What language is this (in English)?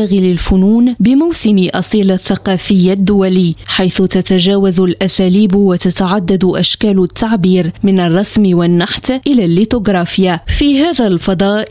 Arabic